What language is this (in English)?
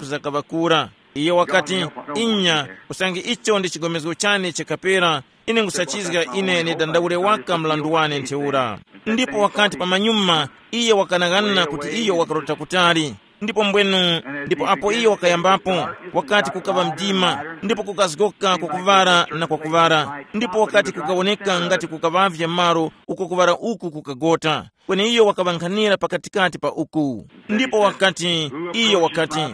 Tumbuka